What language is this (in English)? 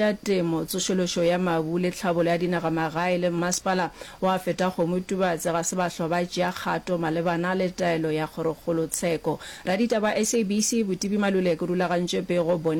Northern Sotho